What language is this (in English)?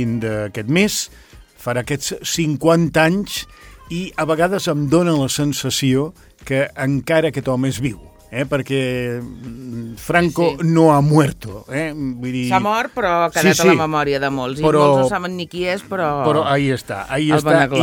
Catalan